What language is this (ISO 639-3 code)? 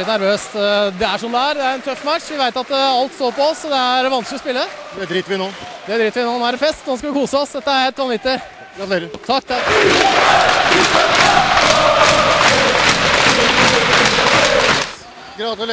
nor